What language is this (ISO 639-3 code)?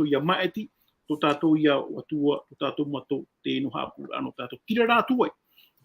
tah